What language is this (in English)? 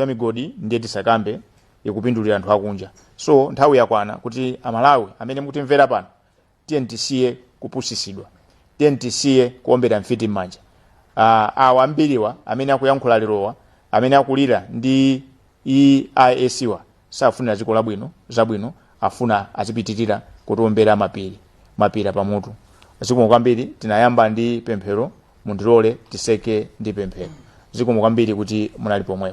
Nyanja